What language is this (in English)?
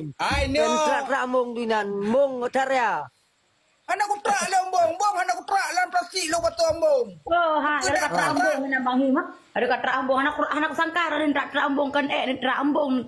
Achinese